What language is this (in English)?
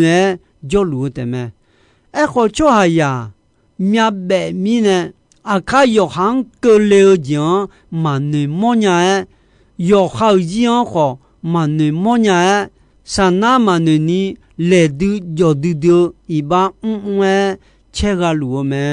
Akha